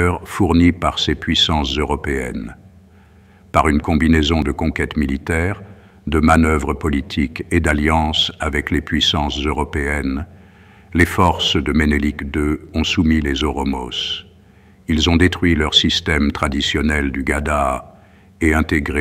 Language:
French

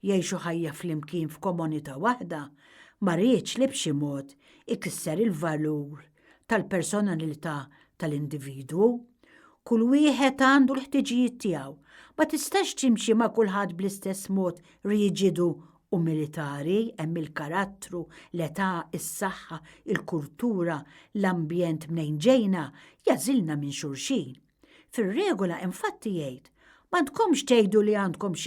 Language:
Maltese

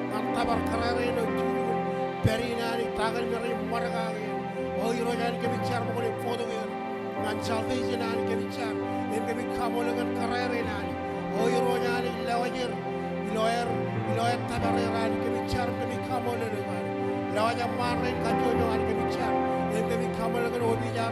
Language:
Marshallese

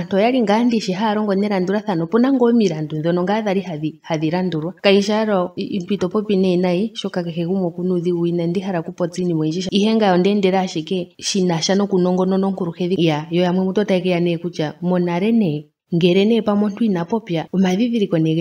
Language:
Ndonga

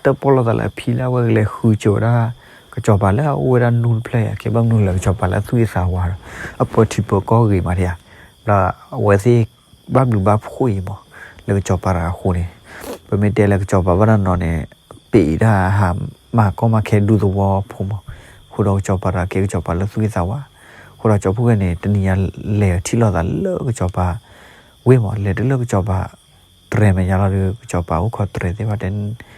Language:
S'gaw Karen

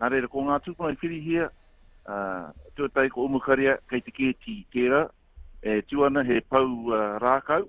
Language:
Māori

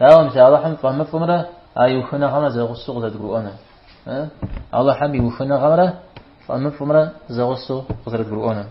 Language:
Kabardian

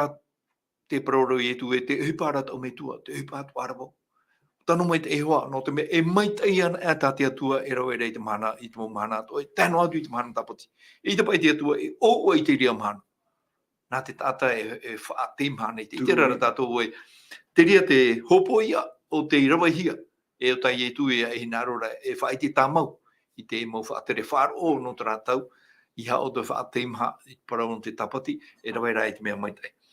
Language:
Tahitian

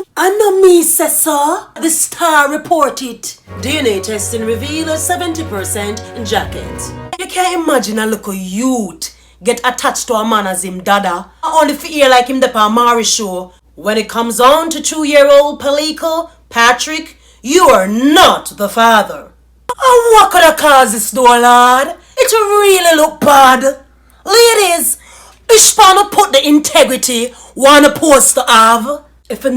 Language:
Jamaican Creole English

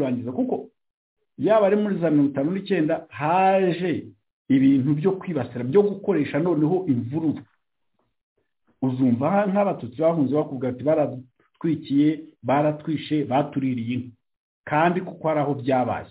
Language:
Kinyarwanda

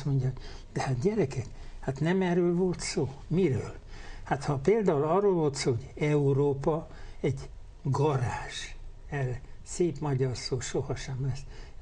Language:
Hungarian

